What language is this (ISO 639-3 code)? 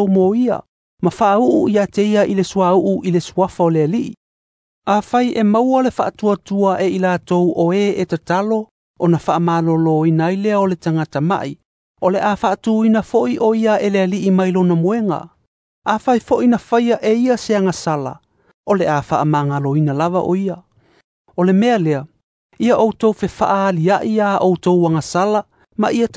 smo